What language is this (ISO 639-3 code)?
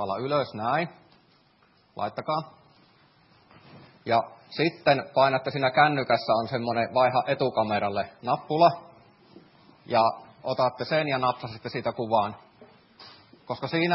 fin